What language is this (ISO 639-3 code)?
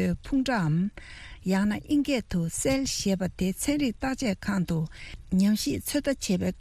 bod